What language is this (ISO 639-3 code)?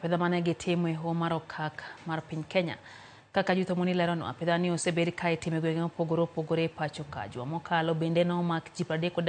luo